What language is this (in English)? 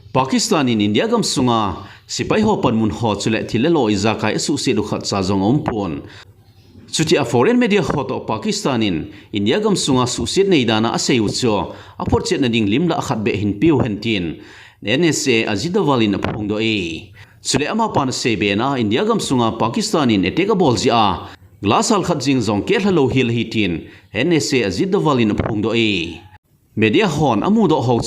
Thado Chin